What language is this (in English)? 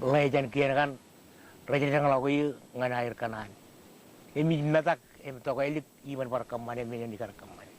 Marshallese